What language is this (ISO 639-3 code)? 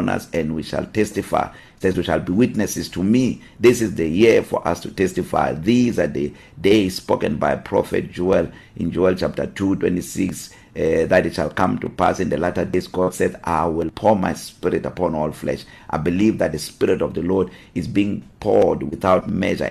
eng